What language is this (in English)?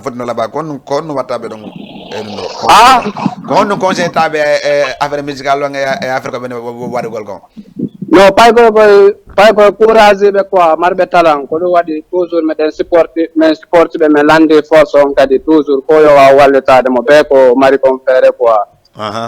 Fula